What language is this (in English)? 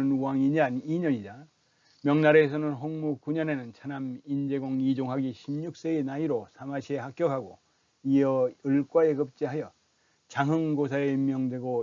Korean